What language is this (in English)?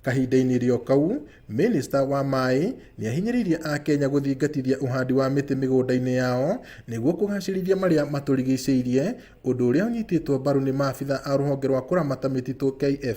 Kikuyu